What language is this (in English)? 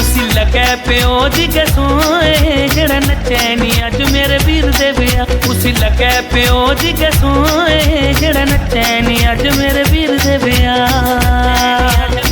Dogri